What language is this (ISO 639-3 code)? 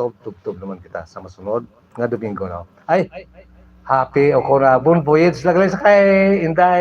hil